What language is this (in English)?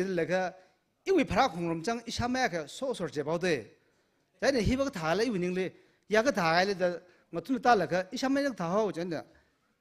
Tangkhul Naga (India)